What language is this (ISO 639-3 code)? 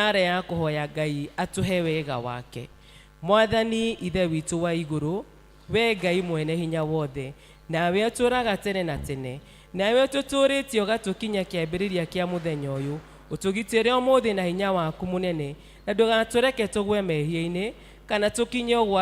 kik